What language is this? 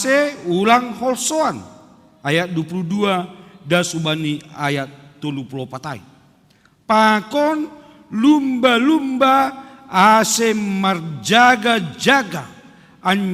Batak Simalungun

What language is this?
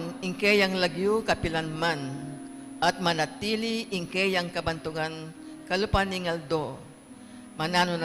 Pampanga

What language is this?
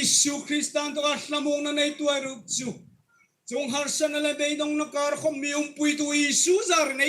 Hmar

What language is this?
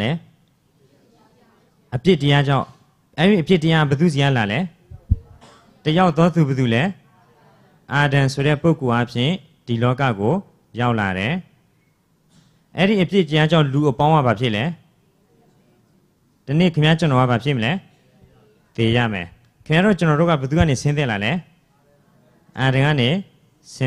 Burmese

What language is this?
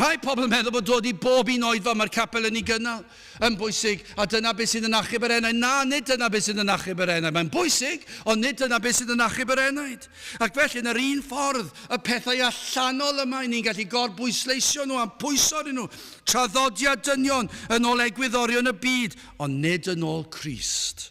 Welsh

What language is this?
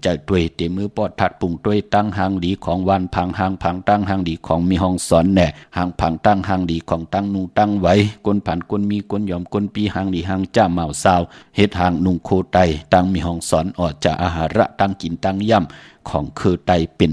Shan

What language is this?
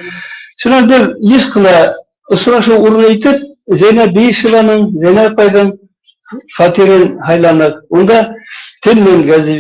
Bashkir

